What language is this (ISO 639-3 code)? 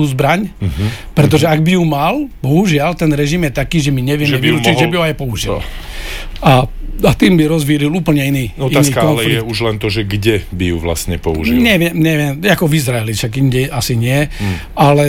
slk